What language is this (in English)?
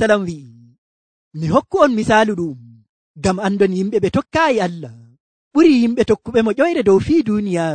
Nigerian Fulfulde